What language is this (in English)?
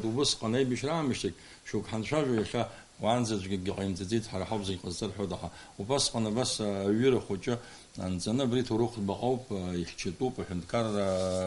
Abkhazian